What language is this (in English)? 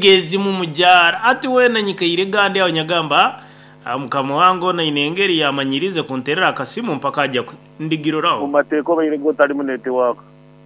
Nyankole